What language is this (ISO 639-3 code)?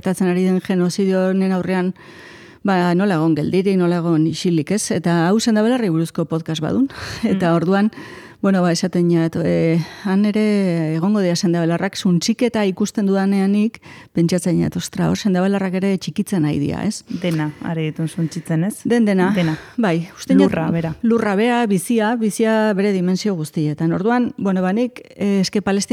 eus